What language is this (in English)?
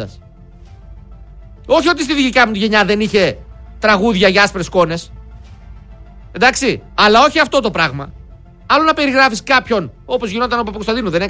Greek